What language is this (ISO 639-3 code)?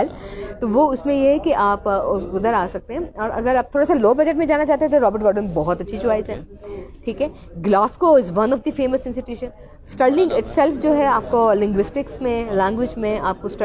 hin